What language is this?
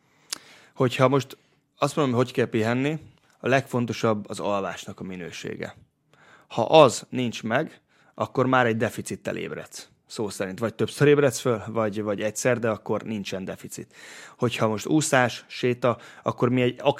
Hungarian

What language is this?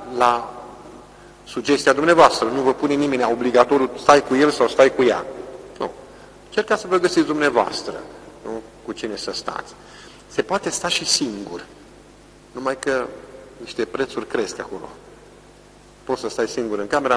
Romanian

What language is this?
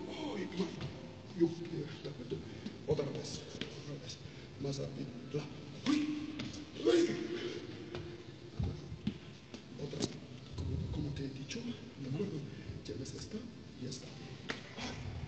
Spanish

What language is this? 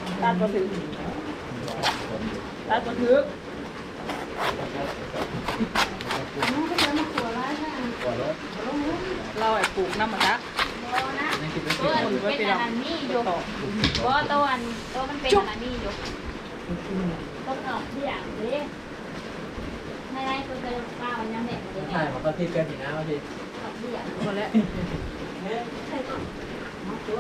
Thai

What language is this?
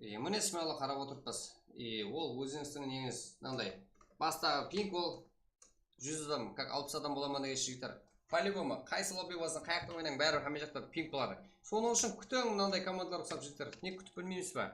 Kara-Kalpak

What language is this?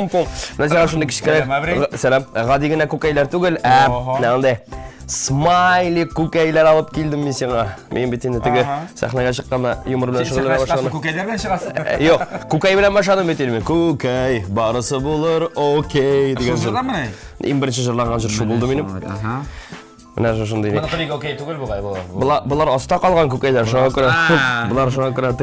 Tatar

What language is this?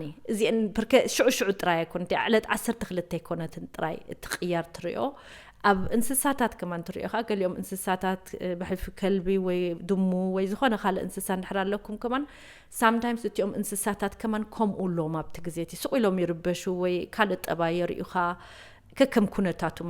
Tigrinya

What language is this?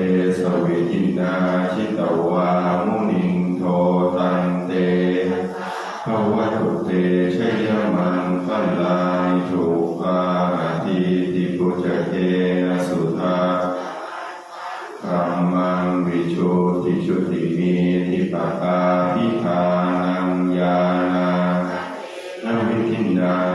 Pali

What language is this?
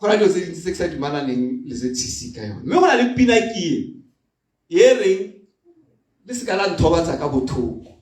Tswana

